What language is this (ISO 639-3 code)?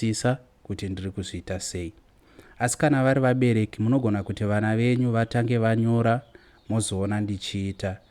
sna